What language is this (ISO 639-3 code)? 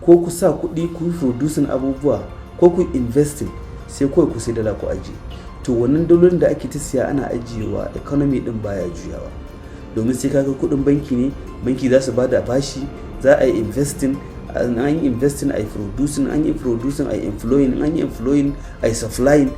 hau